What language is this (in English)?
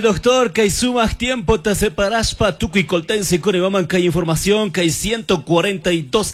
Chimborazo Highland Quichua